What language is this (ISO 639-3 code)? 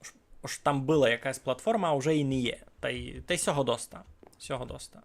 rue